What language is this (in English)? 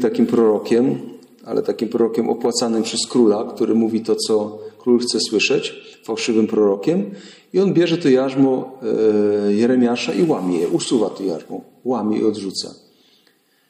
Polish